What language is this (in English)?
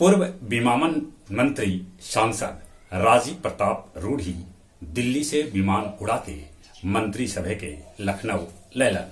Magahi